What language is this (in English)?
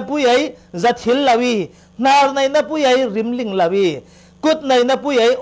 Falam Chin